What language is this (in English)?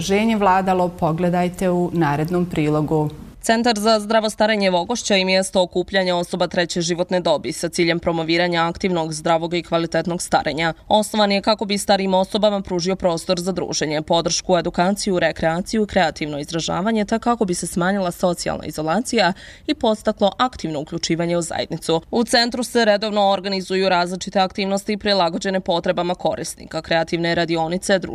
Bosnian